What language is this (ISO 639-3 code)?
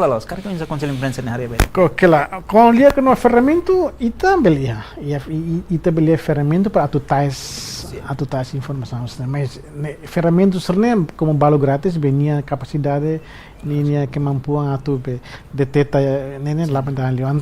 tet